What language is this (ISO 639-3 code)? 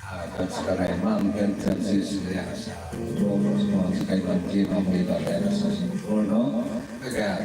hil